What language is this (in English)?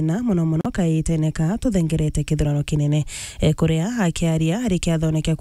Meru